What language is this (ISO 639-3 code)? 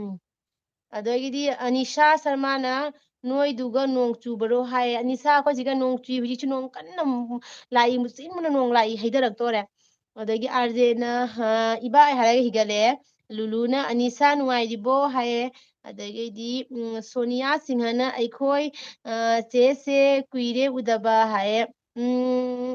mni